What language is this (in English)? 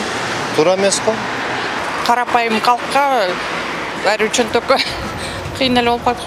Kyrgyz